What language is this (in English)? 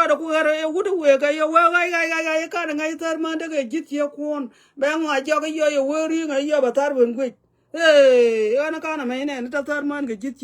Nuer